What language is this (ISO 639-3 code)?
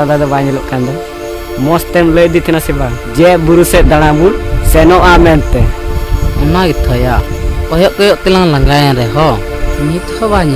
sat